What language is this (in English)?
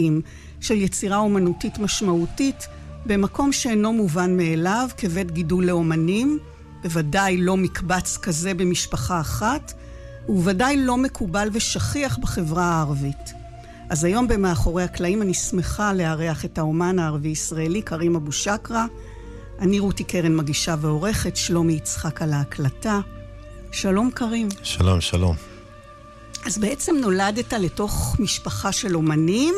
Hebrew